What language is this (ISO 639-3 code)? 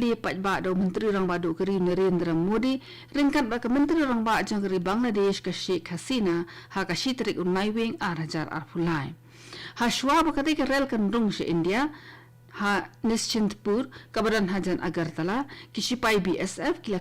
kha